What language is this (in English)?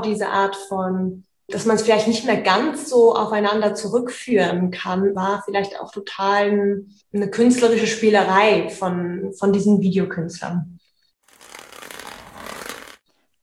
German